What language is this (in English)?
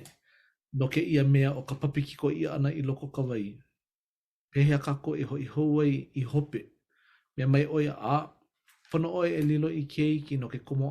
Hawaiian